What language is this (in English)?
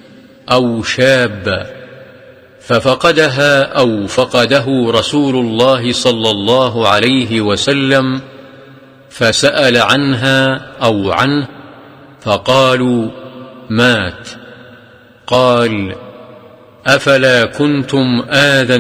Arabic